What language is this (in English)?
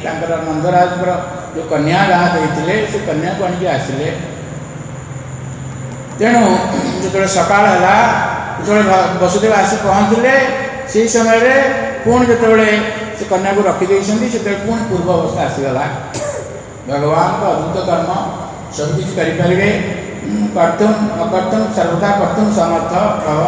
Odia